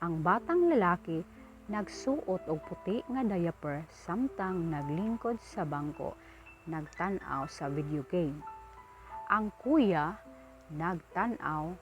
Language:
Cebuano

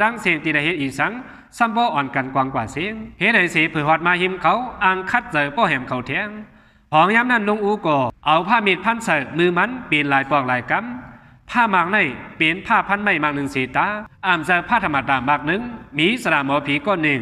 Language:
Shan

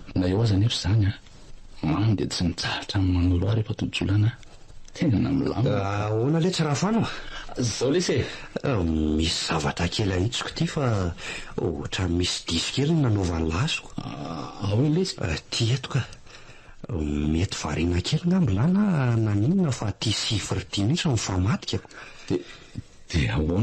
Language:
Malagasy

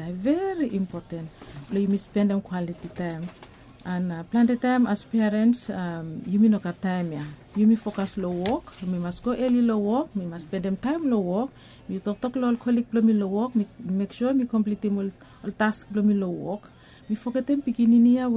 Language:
Bislama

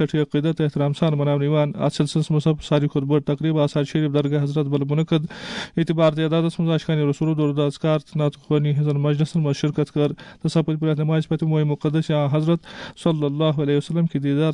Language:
Kashmiri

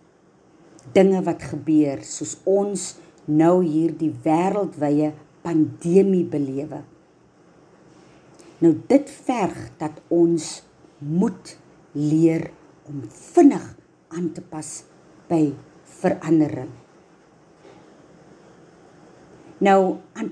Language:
Afrikaans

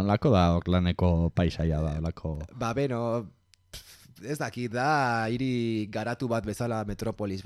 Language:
Basque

